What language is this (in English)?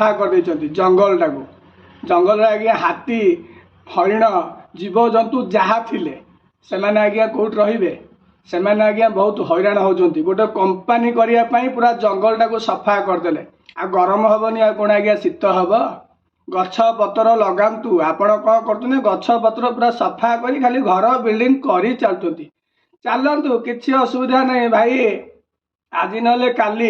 Odia